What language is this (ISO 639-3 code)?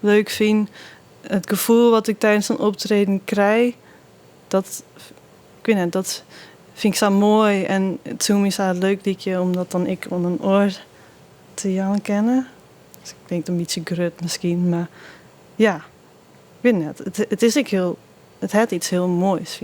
fry